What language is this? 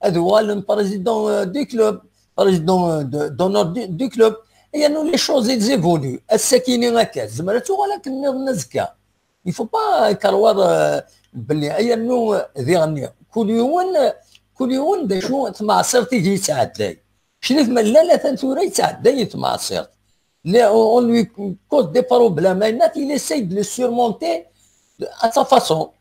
Kabyle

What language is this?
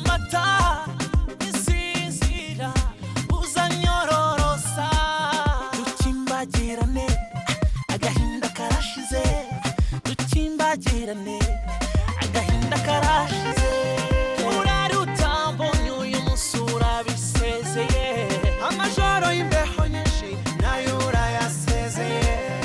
Kinyarwanda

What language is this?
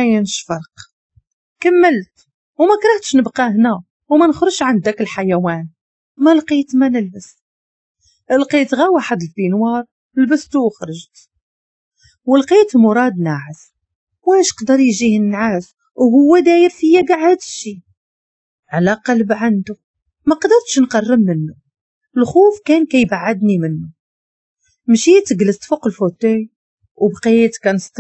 Moroccan Arabic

